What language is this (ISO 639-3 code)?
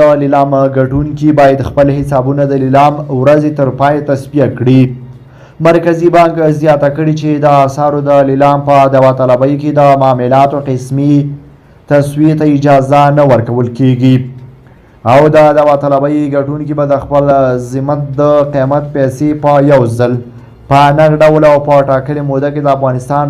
pus